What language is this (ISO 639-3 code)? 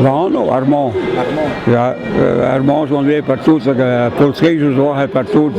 bre